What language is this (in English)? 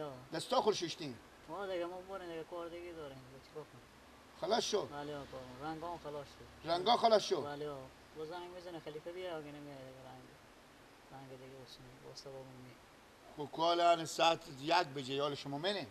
Persian